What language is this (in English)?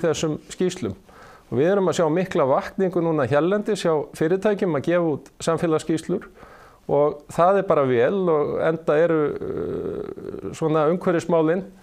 Icelandic